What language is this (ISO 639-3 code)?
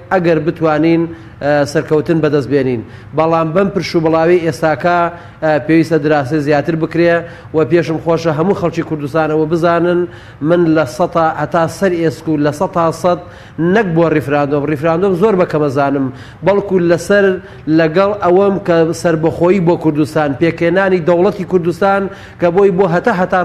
ckb